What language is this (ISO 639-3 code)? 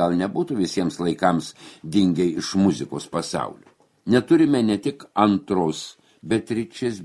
lit